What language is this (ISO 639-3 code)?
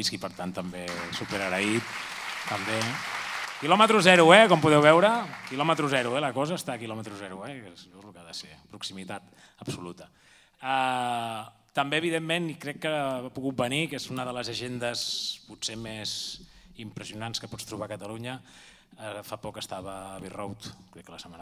cat